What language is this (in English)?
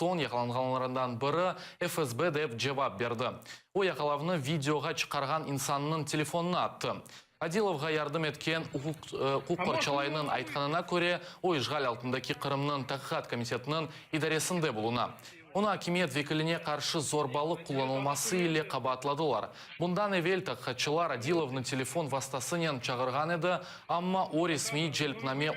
Crimean Tatar